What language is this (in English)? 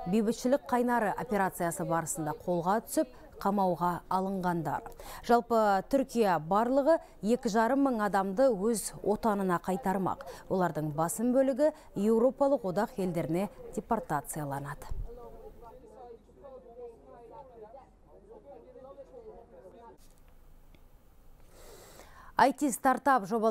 Kazakh